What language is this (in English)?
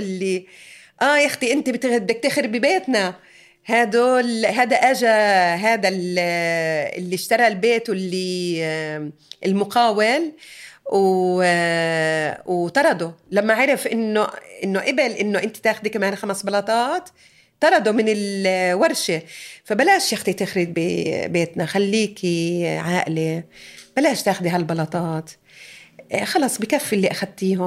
North Levantine Arabic